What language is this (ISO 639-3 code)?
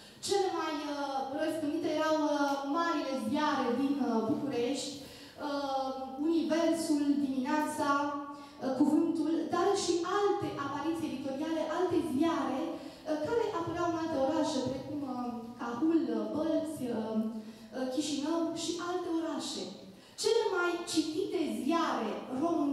ron